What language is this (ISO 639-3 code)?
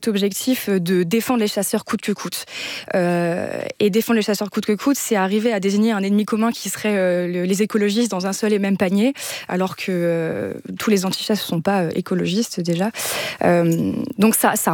fra